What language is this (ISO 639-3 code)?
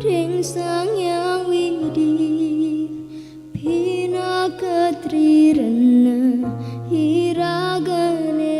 ban